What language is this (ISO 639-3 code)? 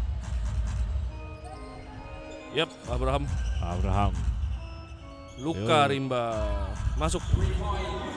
ind